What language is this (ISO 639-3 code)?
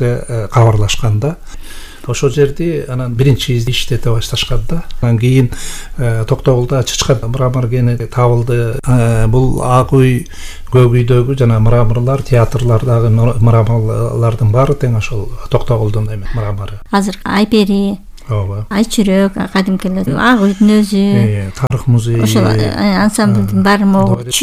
kir